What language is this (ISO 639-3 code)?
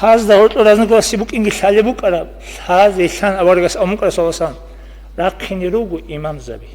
ava